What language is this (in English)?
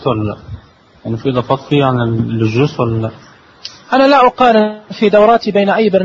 Najdi Arabic